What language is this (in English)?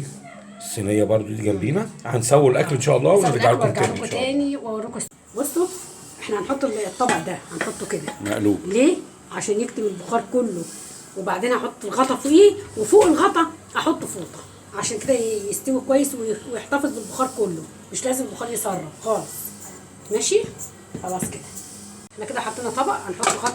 Egyptian Arabic